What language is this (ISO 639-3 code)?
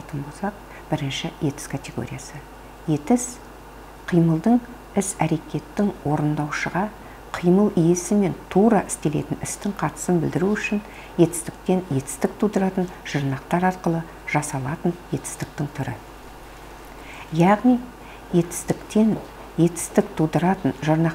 kaz